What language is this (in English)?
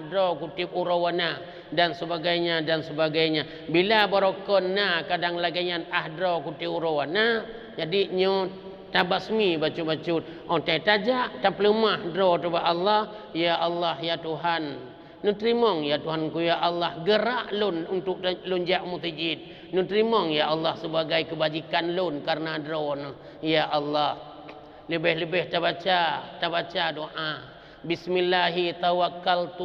Achinese